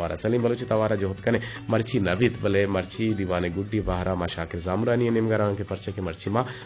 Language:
Eastern Balochi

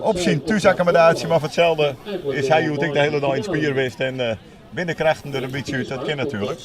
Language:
Western Frisian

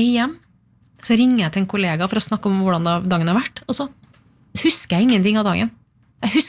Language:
Norwegian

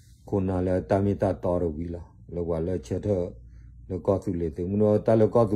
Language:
S'gaw Karen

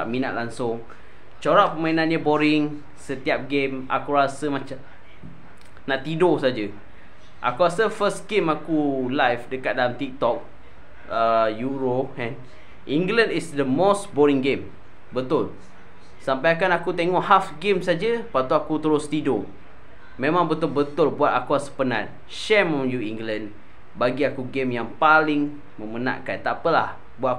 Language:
Malay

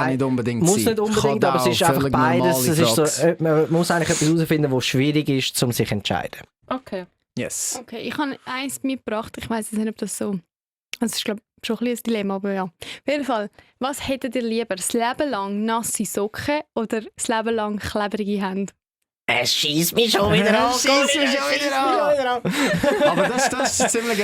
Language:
Swiss German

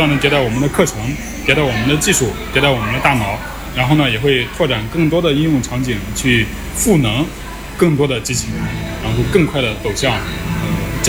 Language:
Chinese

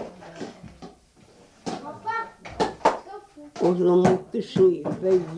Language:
Norwegian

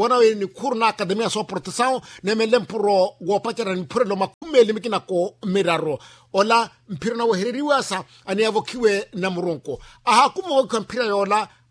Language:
Makhuwa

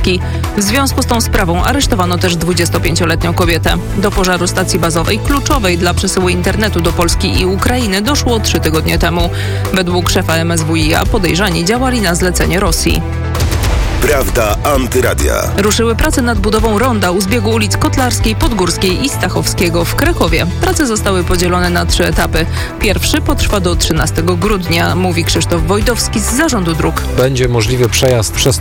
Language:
Polish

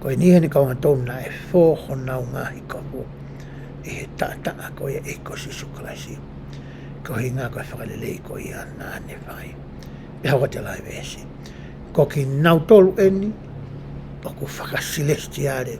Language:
Tongan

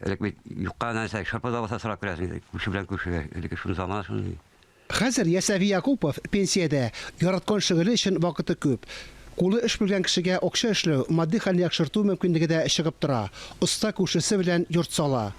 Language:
Tatar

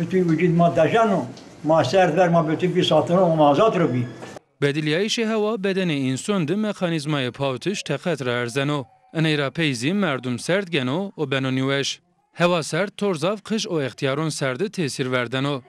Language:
Zaza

